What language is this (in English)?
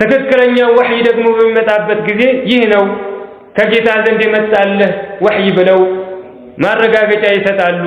Amharic